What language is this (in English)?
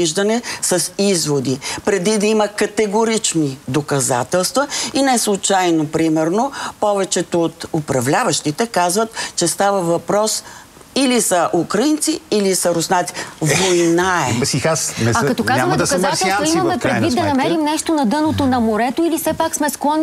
Bulgarian